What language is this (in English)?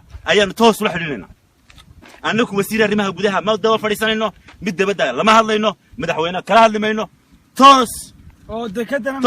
Somali